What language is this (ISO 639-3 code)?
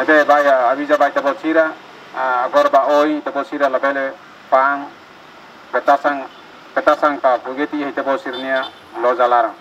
tet